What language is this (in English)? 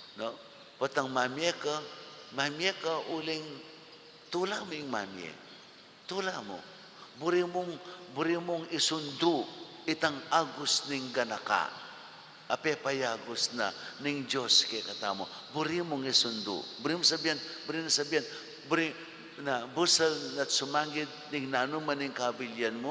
Pampanga